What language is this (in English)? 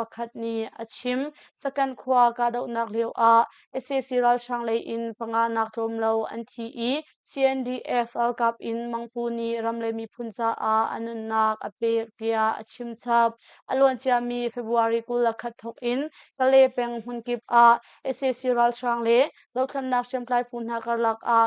Hakha Chin